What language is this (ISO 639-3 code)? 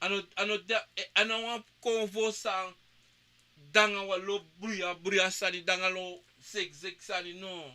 srn